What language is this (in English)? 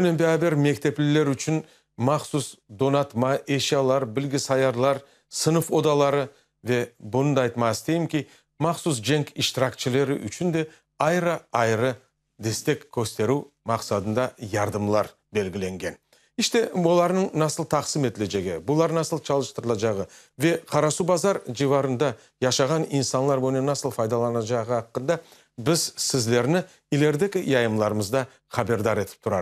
Crimean Tatar